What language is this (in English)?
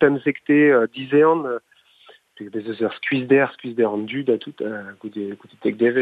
Breton